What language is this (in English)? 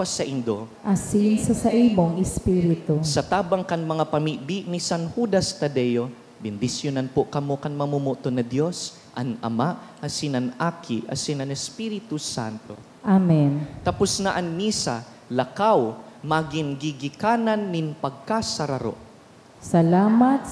Bikol